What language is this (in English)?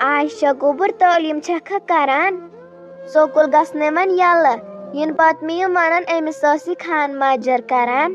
Kashmiri